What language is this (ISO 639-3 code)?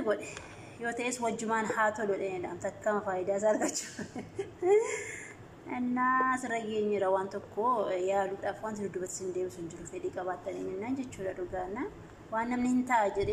orm